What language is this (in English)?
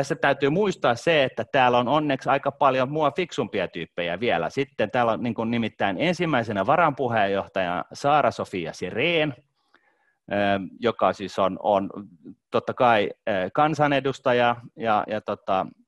Finnish